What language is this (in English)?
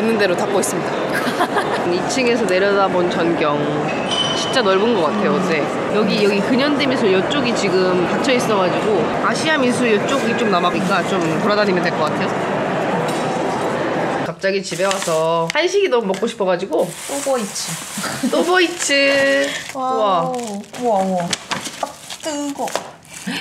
Korean